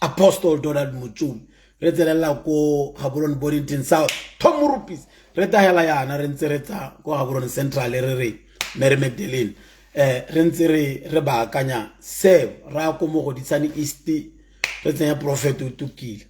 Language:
Tswana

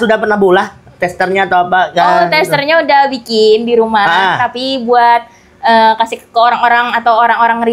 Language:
Banjar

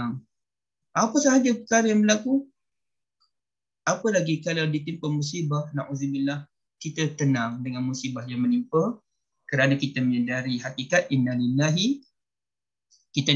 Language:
Malay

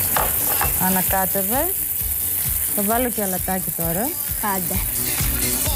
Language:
Greek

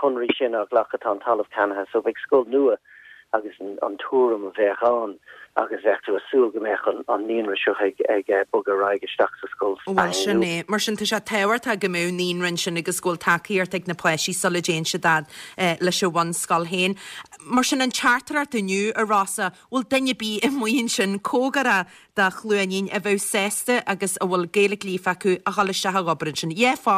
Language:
Irish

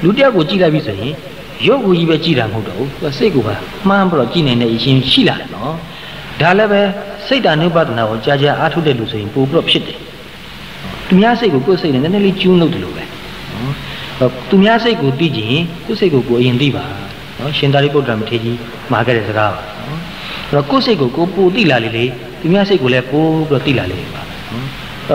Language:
Burmese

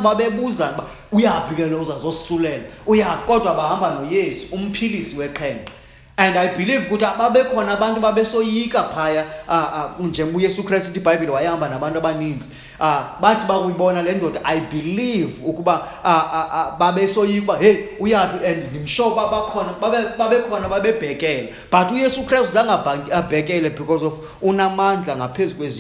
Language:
Xhosa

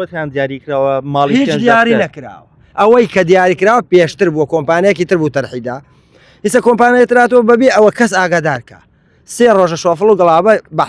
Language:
Central Kurdish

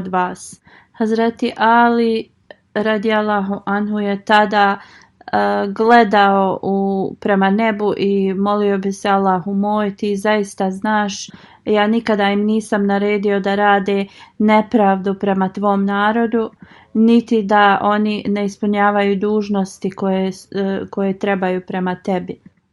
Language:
Bosnian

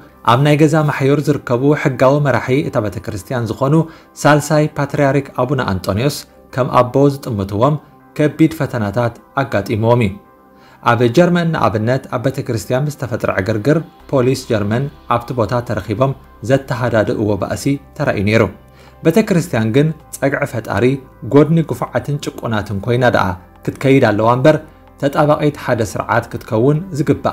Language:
Tigrinya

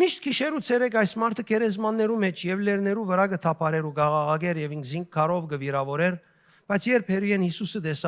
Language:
Western Armenian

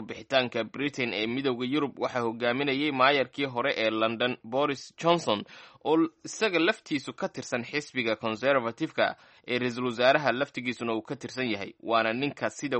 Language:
Somali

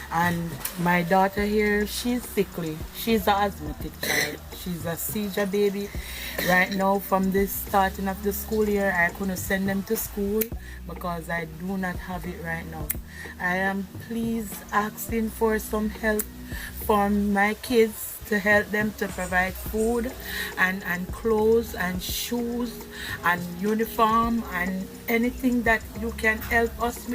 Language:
Jamaican Creole English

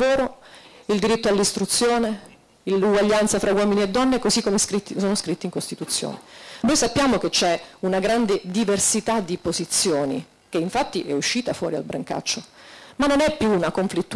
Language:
Italian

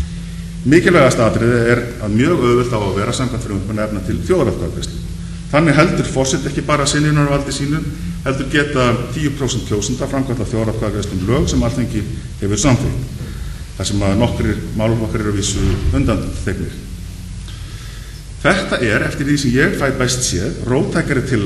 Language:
Icelandic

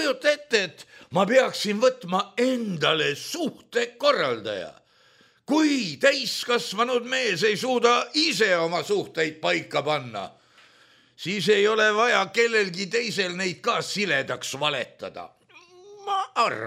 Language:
Estonian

